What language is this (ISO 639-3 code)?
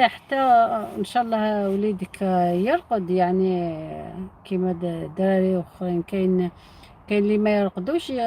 arq